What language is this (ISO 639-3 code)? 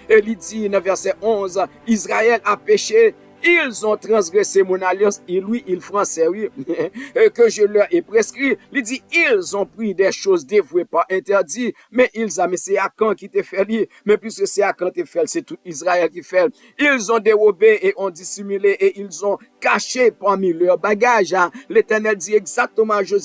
hat